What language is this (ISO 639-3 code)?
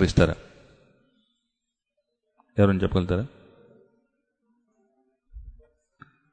tel